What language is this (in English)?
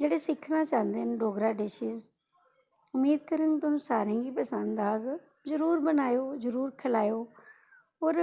Dogri